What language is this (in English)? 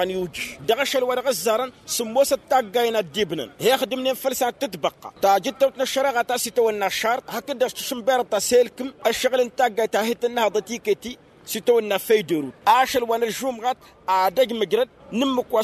Tamasheq